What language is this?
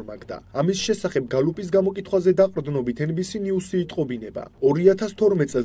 Georgian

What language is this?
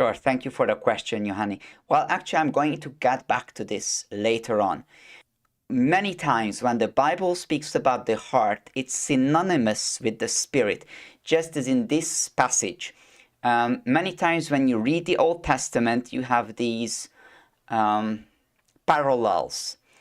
English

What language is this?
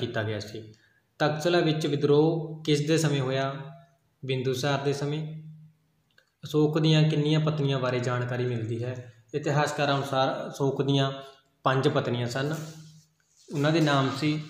Punjabi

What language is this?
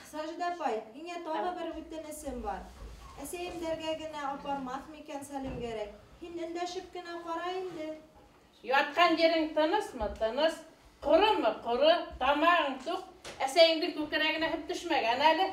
Bashkir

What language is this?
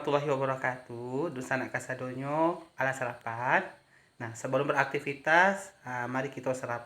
Minangkabau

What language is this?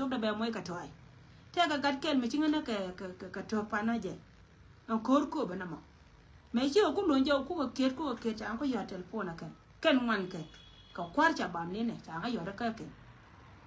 Nuer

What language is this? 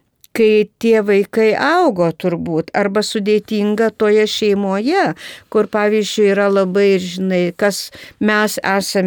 Lithuanian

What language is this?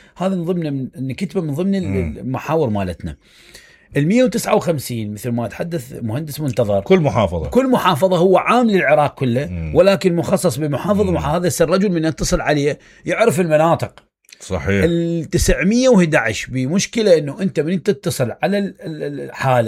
Mesopotamian Arabic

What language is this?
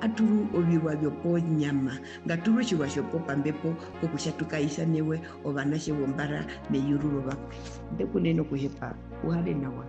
Herero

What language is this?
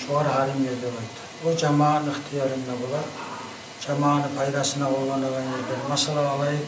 Kumyk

